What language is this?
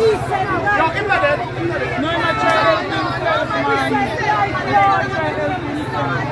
Jamaican Creole English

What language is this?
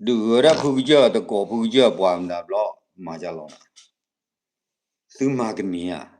S'gaw Karen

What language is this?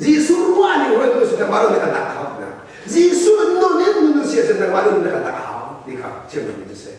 Hakha Chin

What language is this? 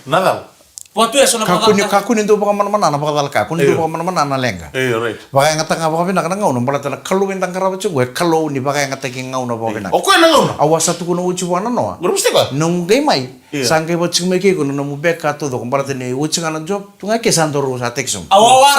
Fijian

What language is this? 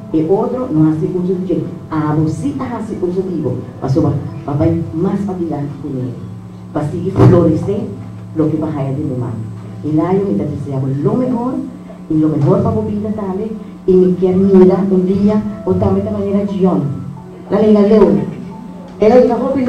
Papiamento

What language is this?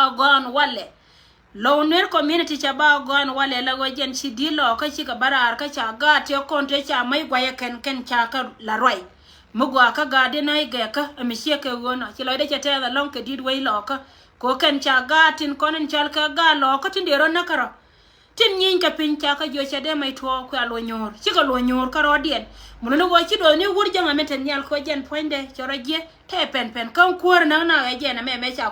Nuer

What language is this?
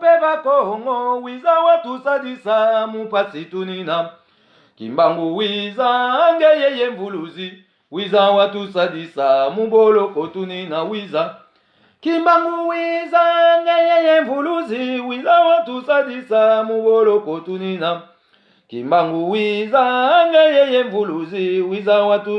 Lingala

